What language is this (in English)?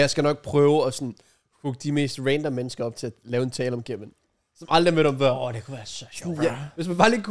Danish